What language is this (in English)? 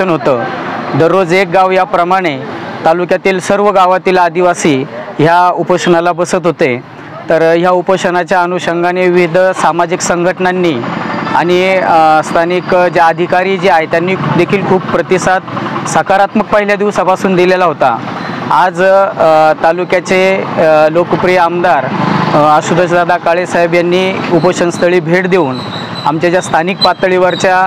Marathi